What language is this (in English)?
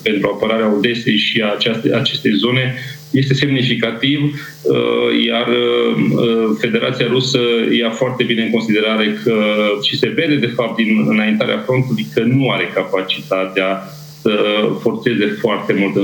Romanian